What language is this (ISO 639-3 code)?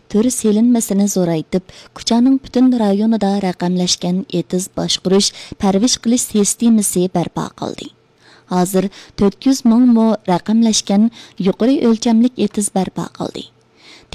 uig